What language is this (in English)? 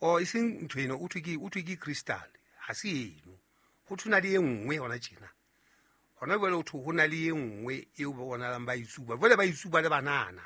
Southern Sotho